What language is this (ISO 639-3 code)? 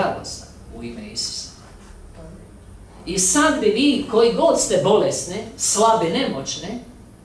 hrv